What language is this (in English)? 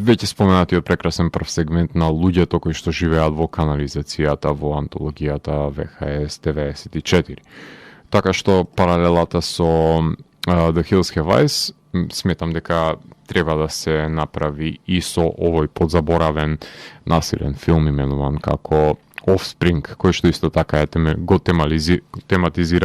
Macedonian